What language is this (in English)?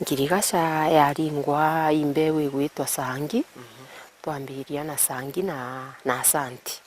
Meru